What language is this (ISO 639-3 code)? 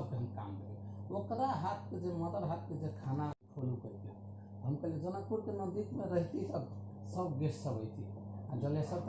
mai